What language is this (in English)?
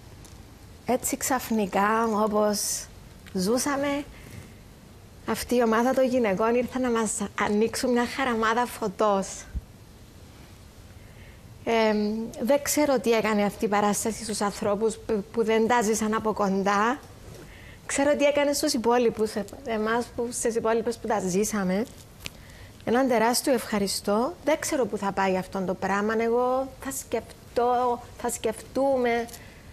Greek